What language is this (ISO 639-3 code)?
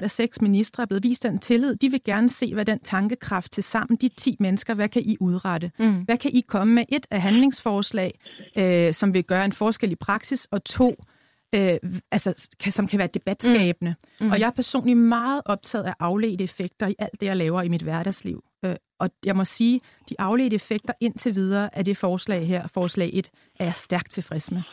dan